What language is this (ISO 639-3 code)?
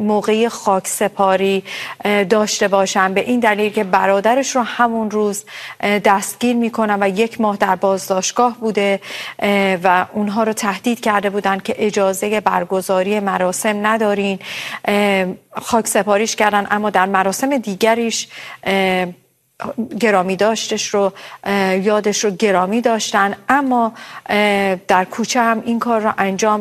fas